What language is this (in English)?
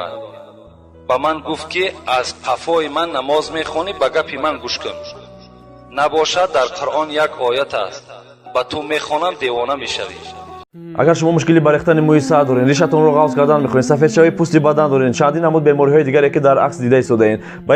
Tajik